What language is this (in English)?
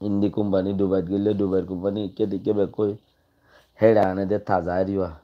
Rohingya